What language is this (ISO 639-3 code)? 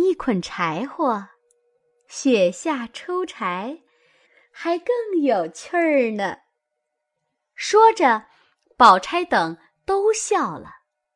zho